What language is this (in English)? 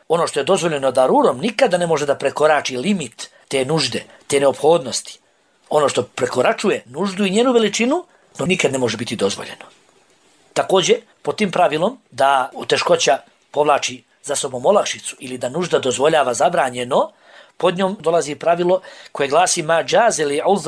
Bosnian